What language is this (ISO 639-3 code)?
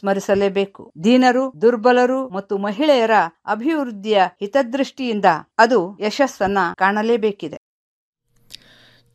kan